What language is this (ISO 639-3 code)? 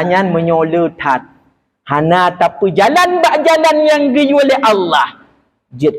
ace